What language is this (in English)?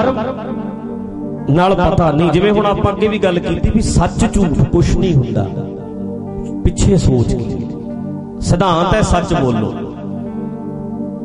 Punjabi